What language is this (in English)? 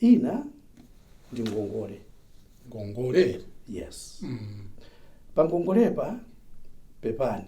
Nyanja